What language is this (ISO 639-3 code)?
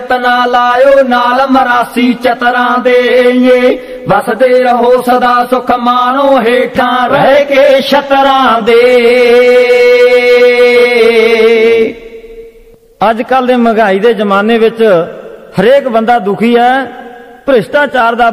pan